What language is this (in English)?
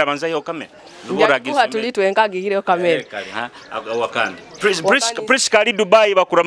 Nyoro